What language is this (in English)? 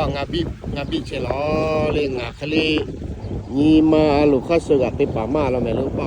Lahu